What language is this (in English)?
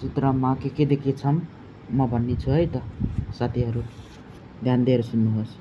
Nepali